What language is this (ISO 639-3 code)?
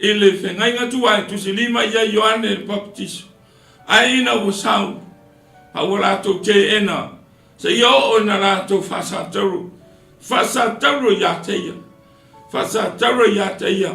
smo